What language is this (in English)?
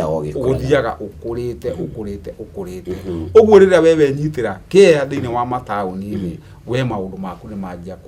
Kikuyu